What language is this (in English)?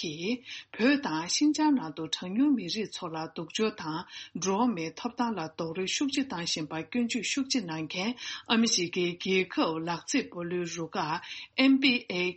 Tibetan